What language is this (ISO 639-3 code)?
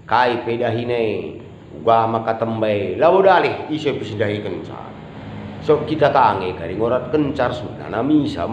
btx